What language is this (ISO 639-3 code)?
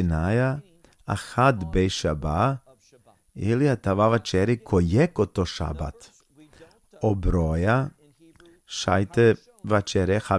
rmn